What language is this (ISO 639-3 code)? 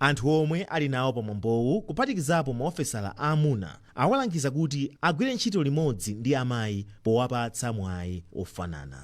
nya